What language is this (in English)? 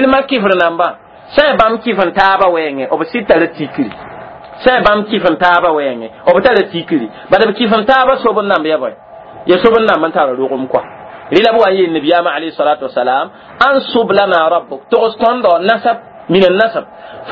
Mossi